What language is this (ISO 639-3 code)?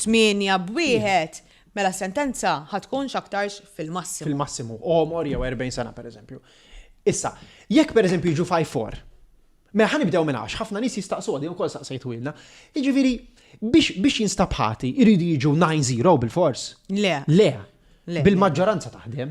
mlt